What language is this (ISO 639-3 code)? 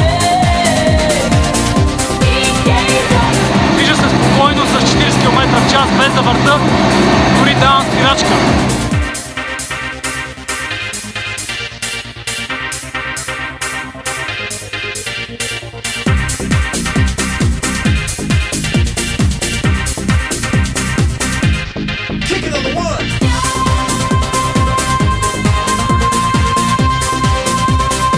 bul